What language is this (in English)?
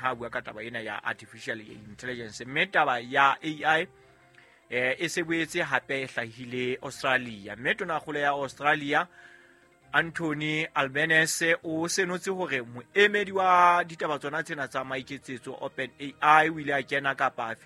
Southern Sotho